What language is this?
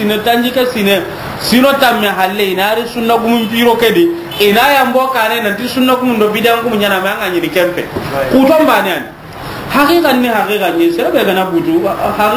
Soninke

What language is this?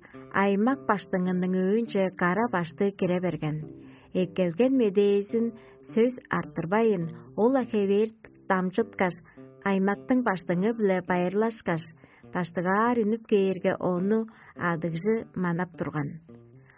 Tuvinian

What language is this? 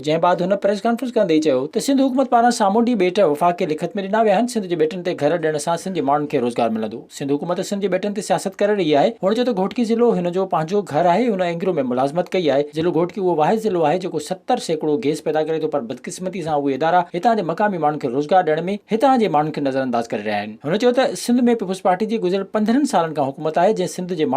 Sindhi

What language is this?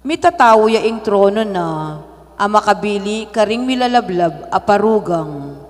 Pampanga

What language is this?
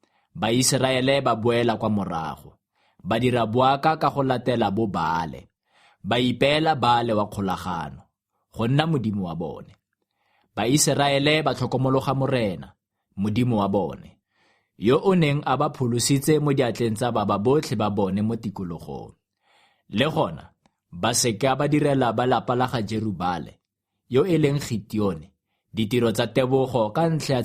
Tswana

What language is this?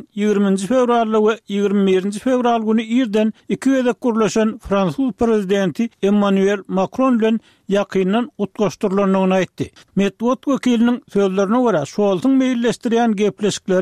Turkmen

